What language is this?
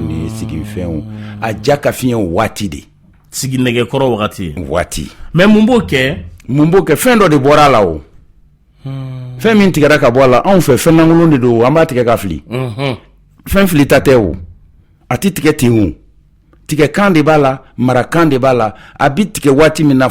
Bambara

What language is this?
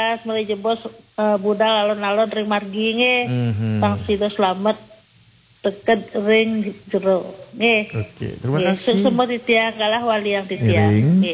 Balinese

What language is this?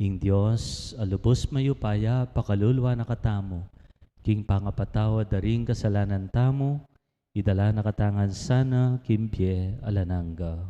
Pampanga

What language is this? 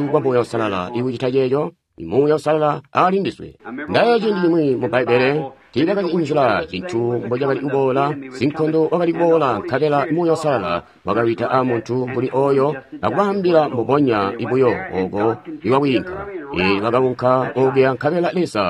Tonga (Zambia)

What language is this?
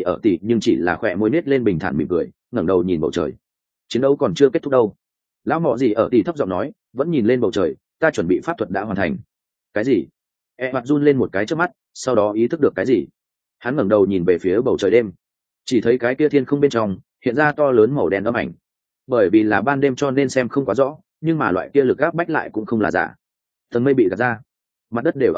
Vietnamese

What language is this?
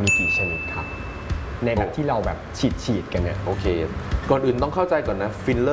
Thai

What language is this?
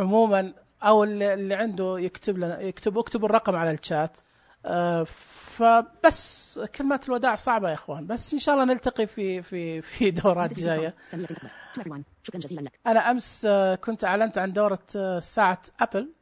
Najdi Arabic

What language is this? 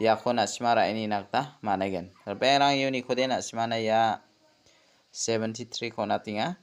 Garo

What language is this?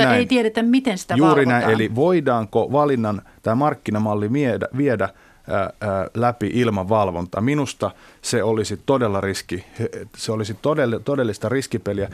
Finnish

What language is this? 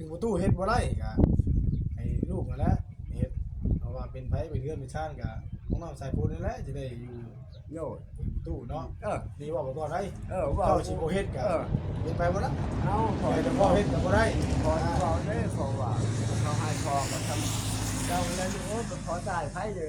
Northeastern Thai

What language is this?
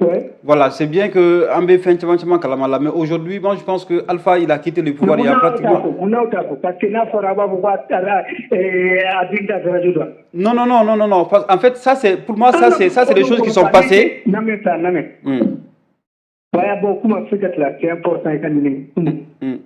Bambara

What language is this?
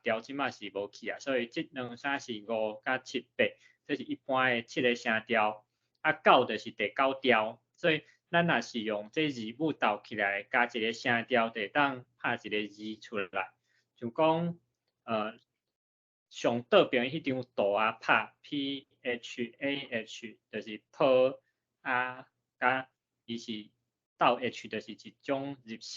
Min Nan Chinese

